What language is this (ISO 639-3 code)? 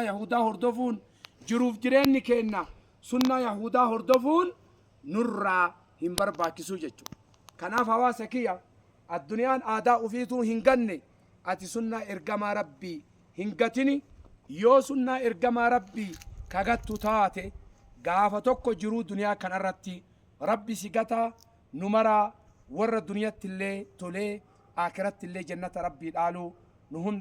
orm